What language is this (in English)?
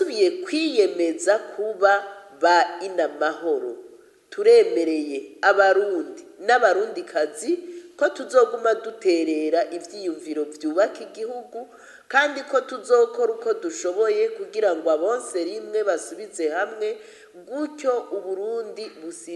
Rundi